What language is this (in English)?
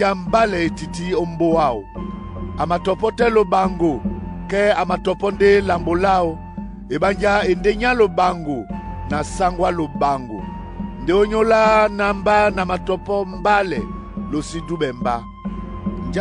Duala